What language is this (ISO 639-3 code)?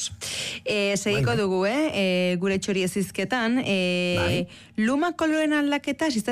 eus